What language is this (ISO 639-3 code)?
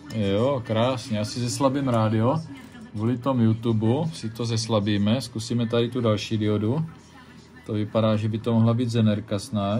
ces